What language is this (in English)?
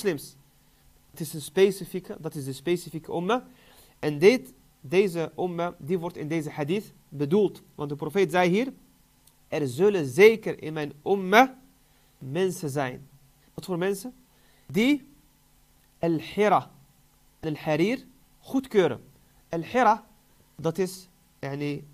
Dutch